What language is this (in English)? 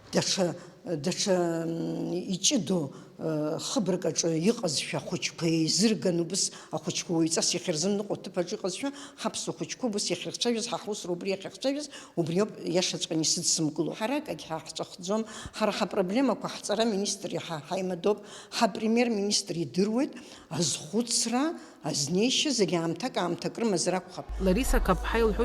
Abkhazian